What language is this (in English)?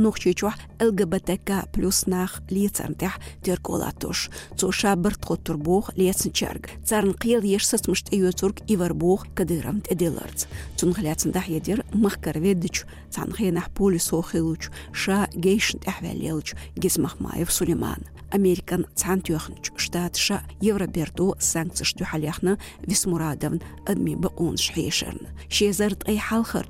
Chechen